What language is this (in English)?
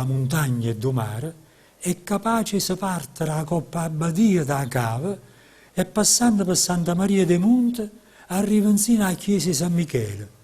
Neapolitan